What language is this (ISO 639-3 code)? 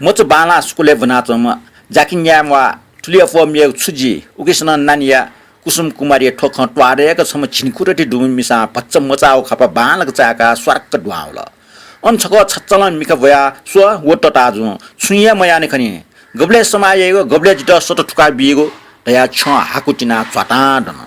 new